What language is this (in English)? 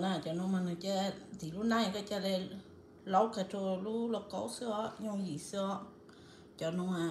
Hmong